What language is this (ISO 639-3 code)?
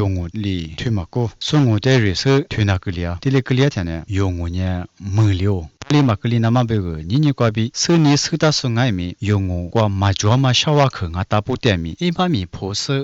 lis